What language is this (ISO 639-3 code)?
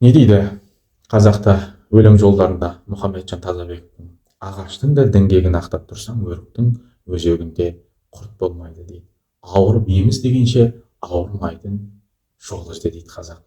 kaz